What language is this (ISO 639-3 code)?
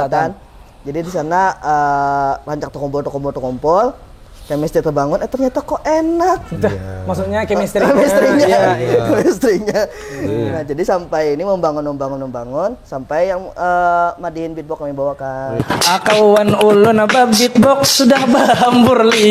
bjn